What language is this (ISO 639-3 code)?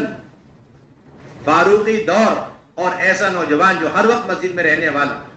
urd